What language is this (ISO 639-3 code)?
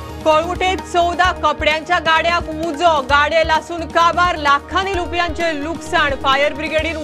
kok